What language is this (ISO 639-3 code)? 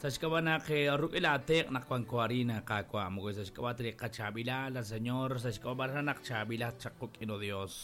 kek